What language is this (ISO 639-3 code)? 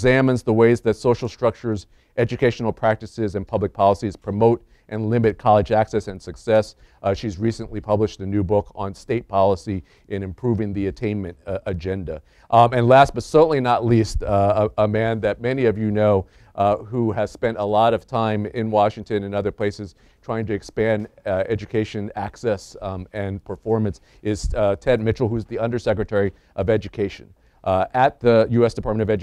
eng